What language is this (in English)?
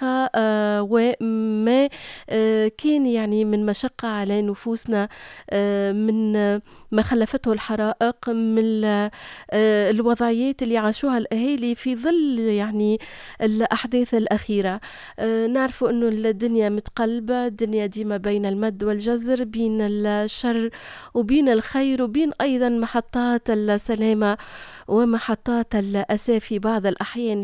Tunisian Arabic